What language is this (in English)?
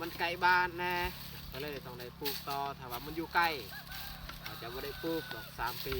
Lao